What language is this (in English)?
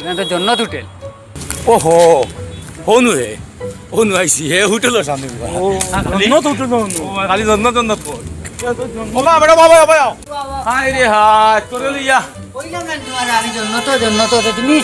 Sylheti